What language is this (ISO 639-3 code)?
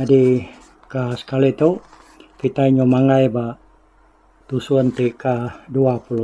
iba